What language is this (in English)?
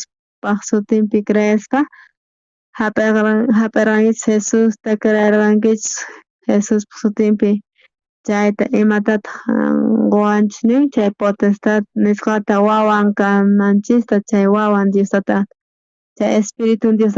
South Bolivian Quechua